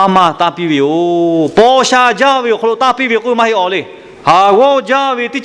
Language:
Lahu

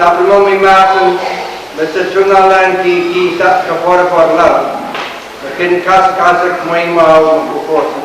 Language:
Pohnpeian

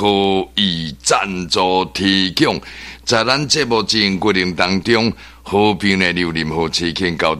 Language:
Min Nan Chinese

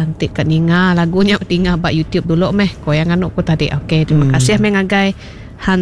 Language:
Iban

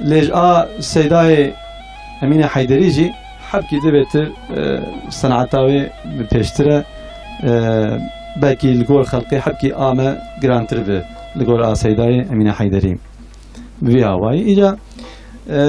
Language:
Kurdish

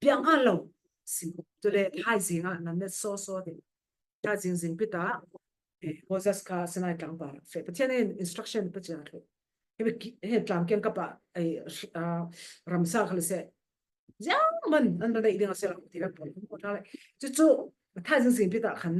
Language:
Falam Chin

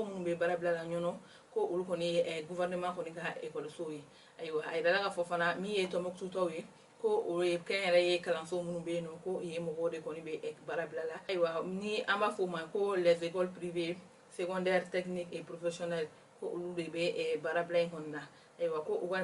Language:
Bambara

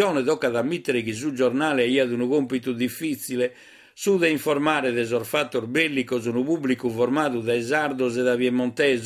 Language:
Sardinian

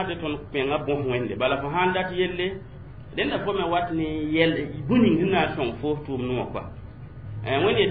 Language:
Mossi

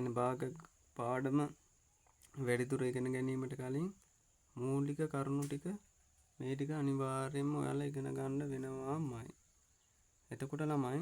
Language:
Sinhala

